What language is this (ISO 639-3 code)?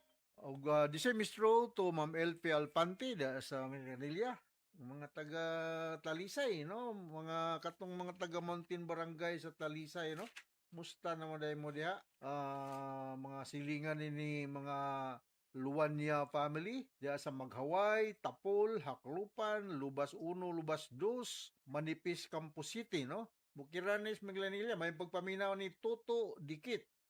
ceb